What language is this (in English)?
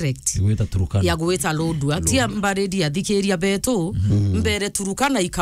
Meru